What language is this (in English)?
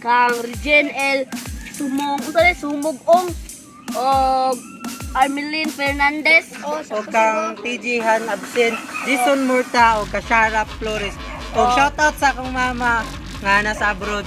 Cebuano